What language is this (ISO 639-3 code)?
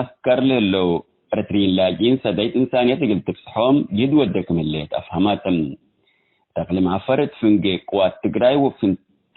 tig